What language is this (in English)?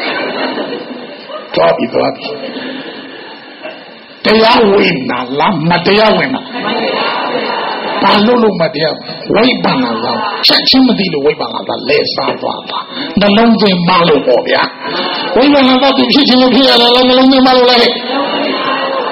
Burmese